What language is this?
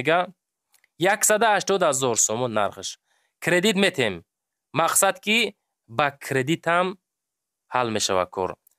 Tajik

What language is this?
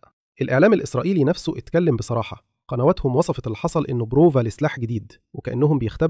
Egyptian Arabic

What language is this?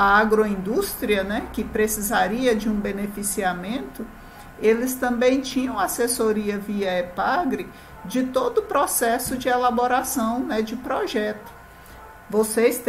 Portuguese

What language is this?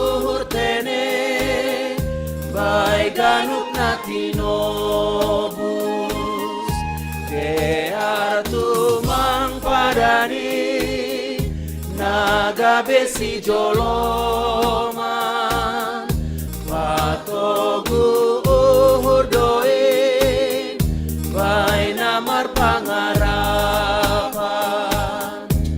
Batak Simalungun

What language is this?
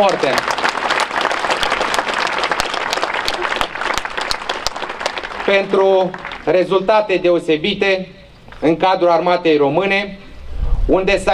Romanian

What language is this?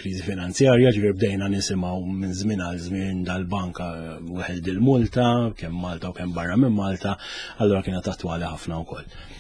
Maltese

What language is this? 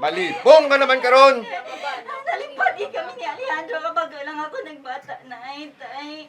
Hiligaynon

